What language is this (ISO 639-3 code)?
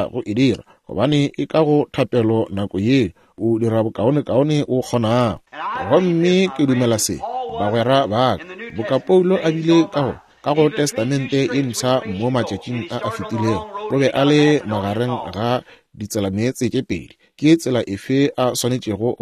nso